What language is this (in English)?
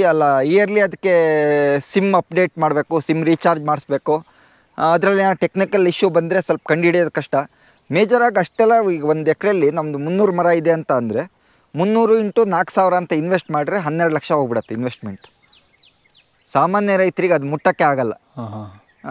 Kannada